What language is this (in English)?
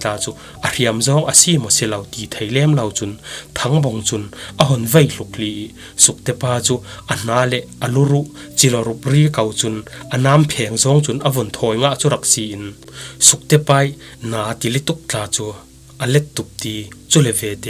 Falam Chin